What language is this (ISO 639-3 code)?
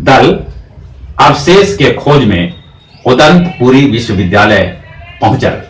mag